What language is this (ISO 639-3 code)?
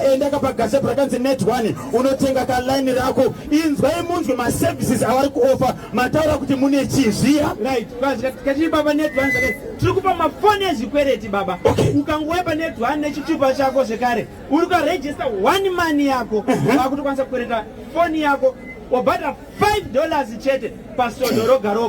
sna